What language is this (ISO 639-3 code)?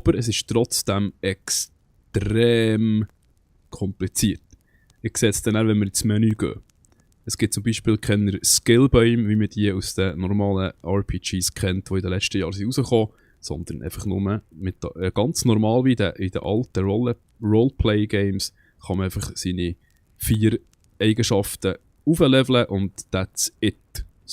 gsw